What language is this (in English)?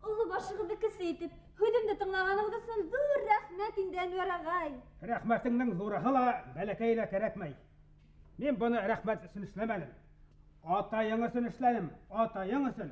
Bashkir